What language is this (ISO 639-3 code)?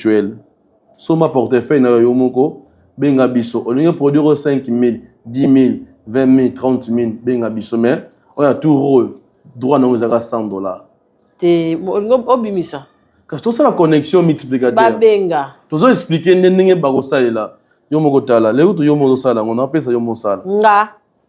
lin